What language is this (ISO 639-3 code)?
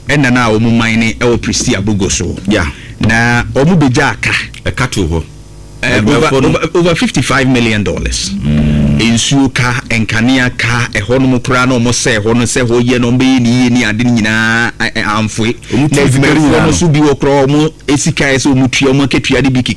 aka